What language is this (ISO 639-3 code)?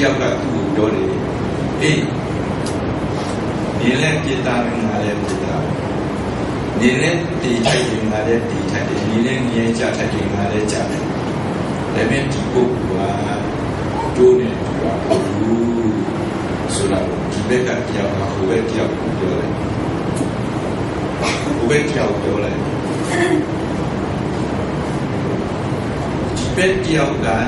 mya